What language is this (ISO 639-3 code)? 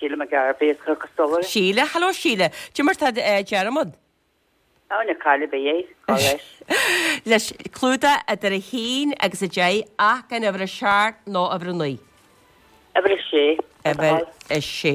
gle